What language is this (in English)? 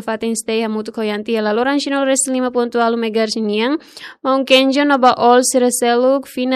Tetum